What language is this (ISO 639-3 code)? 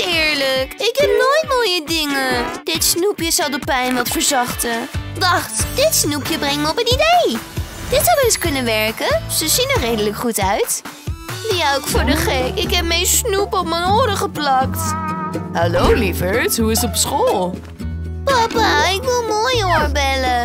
nld